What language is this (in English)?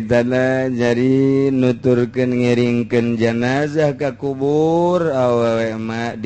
Sundanese